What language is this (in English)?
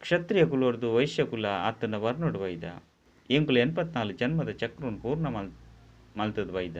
Tulu